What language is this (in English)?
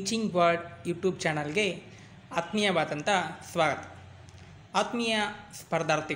Kannada